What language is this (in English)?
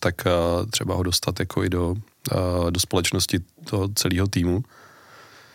Czech